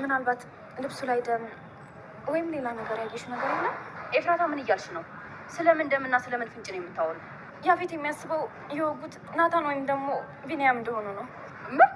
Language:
Amharic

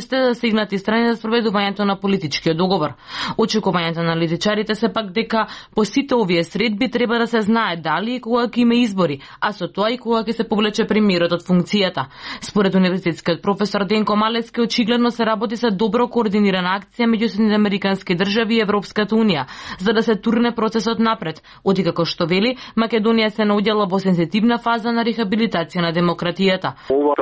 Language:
Macedonian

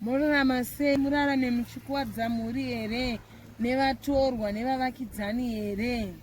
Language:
Shona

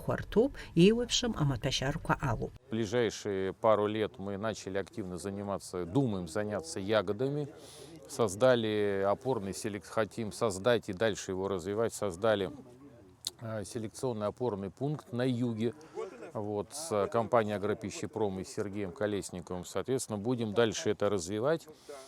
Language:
Abkhazian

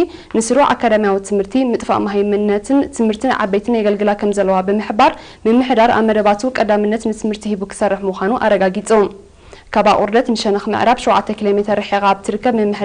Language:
Tigrinya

